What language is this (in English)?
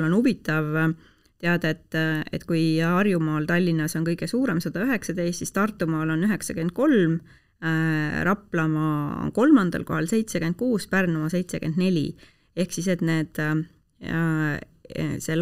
Estonian